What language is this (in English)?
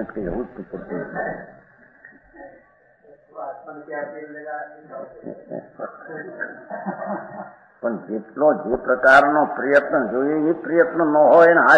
Gujarati